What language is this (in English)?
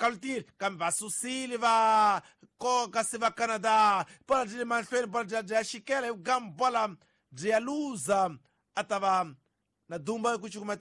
Tsonga